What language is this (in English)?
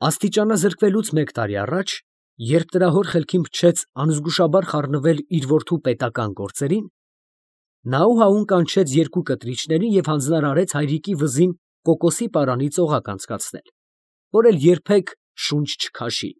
Armenian